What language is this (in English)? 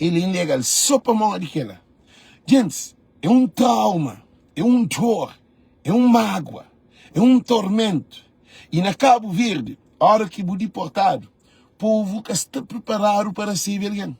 Kabuverdianu